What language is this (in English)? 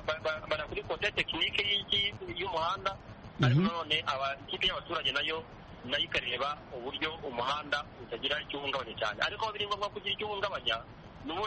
Kinyarwanda